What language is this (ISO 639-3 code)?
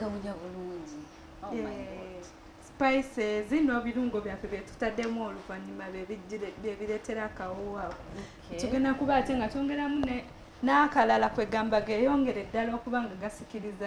lug